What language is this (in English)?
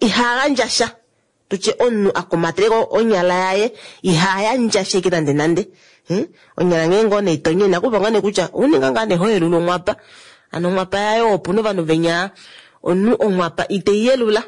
Kuanyama